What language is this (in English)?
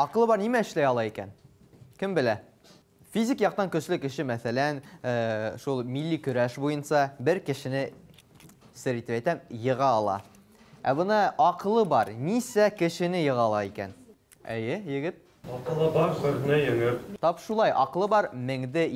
Bashkir